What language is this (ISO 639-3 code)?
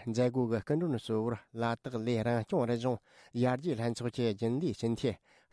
bod